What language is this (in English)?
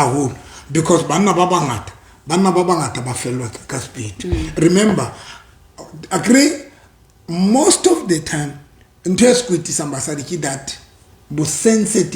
Southern Sotho